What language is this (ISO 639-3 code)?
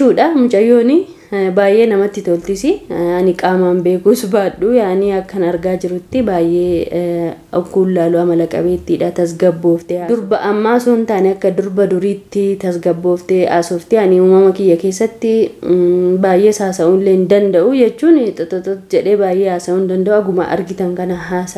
orm